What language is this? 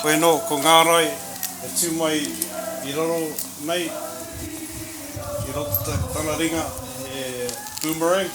Māori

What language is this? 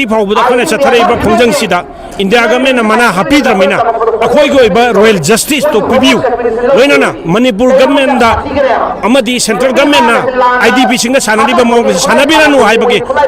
Manipuri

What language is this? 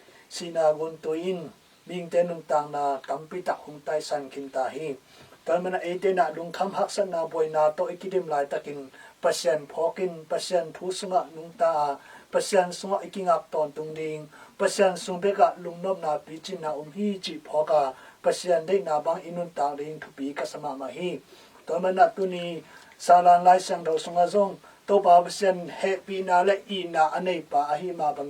Tedim Chin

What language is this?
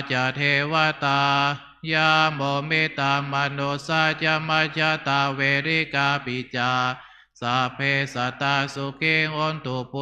Pali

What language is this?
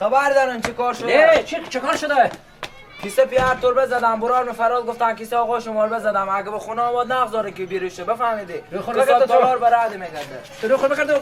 Persian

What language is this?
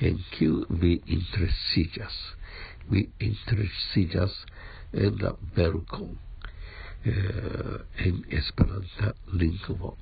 Esperanto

